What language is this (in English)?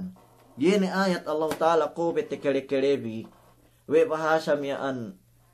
Yakan